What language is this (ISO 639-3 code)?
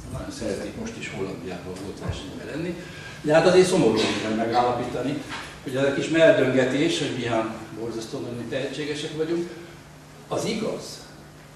hun